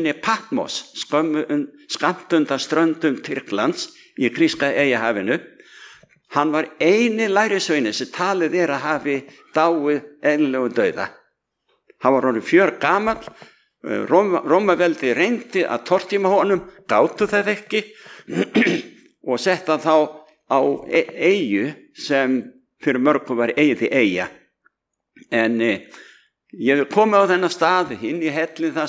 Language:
Icelandic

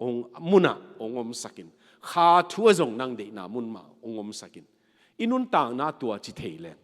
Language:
Tedim Chin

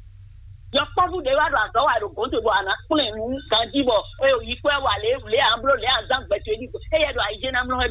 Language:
Fon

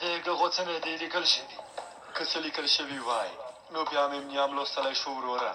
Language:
Pashto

